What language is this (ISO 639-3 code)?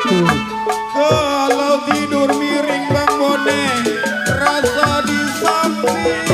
bew